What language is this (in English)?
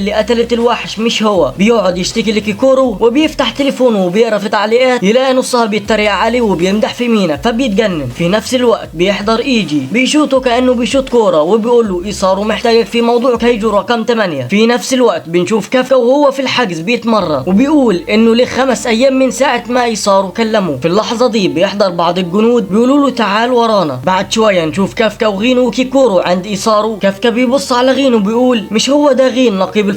Egyptian Arabic